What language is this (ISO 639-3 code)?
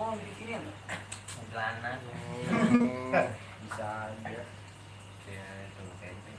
bew